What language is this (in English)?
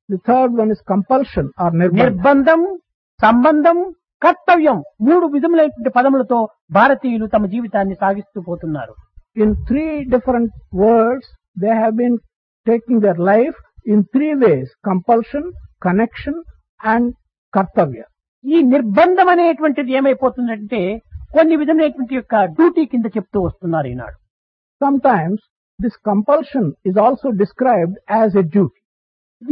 Telugu